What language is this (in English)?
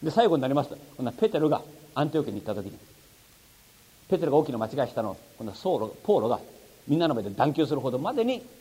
Japanese